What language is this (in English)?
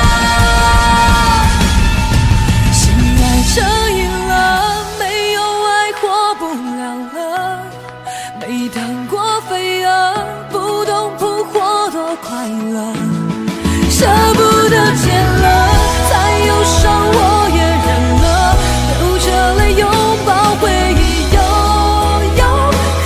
Chinese